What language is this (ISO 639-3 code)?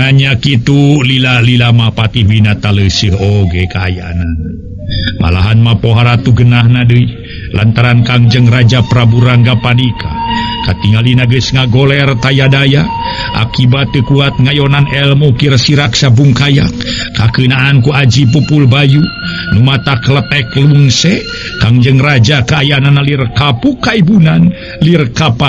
sun